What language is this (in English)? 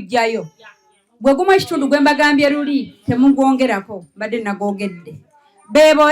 Ganda